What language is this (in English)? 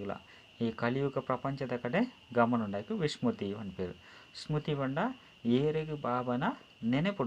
Tulu